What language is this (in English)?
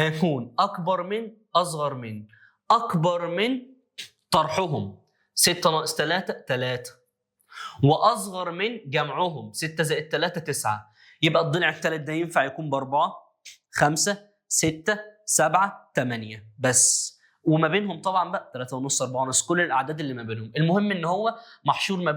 Egyptian Arabic